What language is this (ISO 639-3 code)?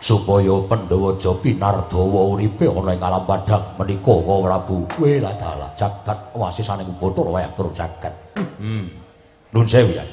jav